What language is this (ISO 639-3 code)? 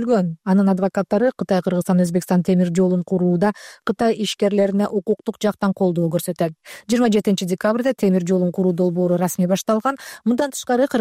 kir